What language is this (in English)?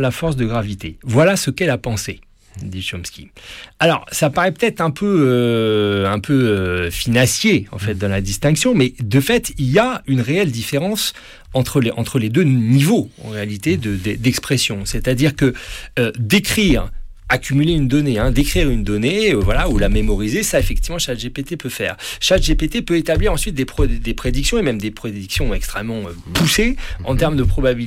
French